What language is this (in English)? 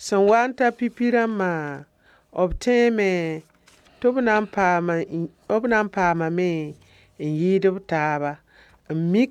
Mossi